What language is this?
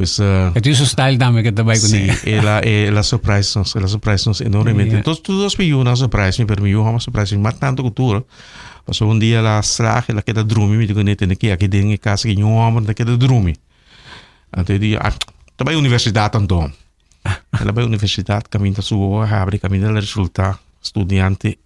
Papiamento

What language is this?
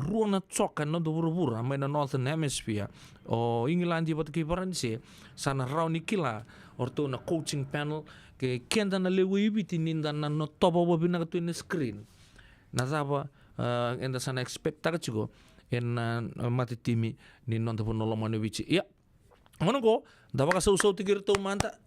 Fijian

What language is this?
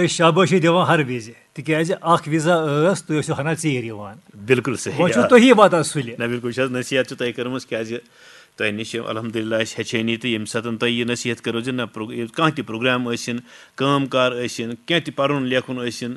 Kashmiri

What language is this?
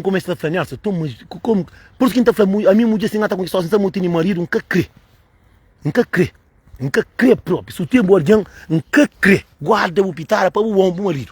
Kabuverdianu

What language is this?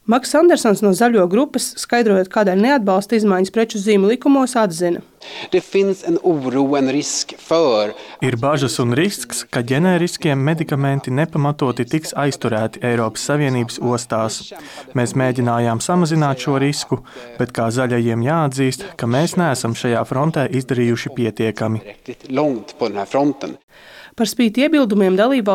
Latvian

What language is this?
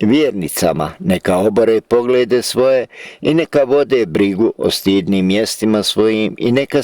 Bosnian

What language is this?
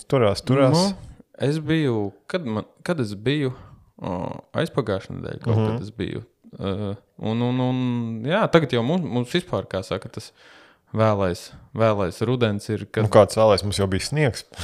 Latvian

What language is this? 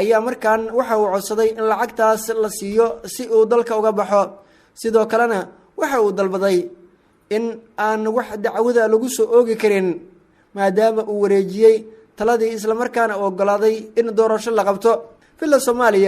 Somali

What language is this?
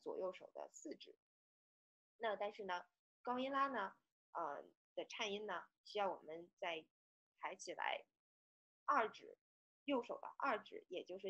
Chinese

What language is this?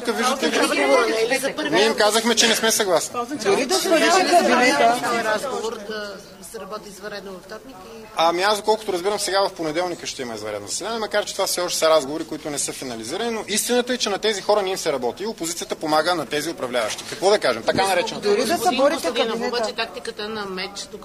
Bulgarian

